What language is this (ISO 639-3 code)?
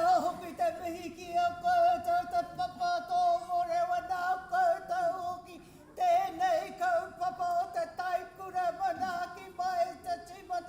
mri